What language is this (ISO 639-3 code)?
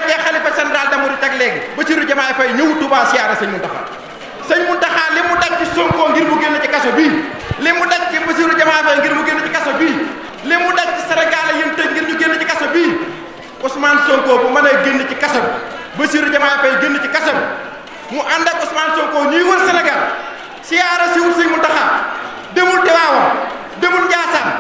wol